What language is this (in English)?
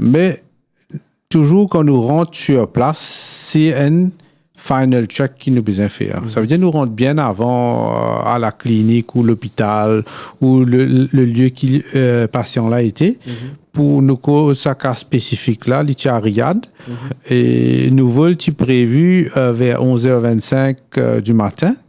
Morisyen